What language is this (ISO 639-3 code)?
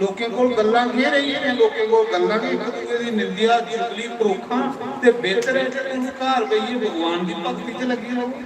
doi